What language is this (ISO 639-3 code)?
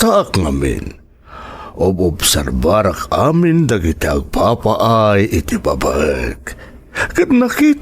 ilo